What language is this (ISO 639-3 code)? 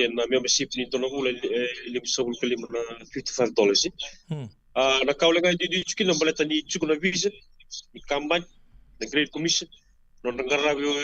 fij